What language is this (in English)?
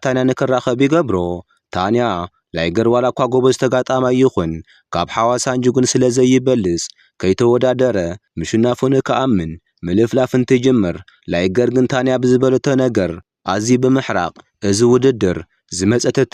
Tigrinya